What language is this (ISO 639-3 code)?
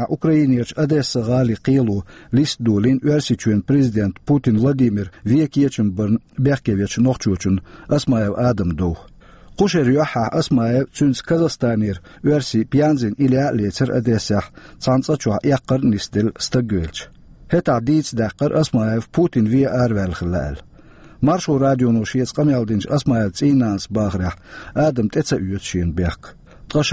che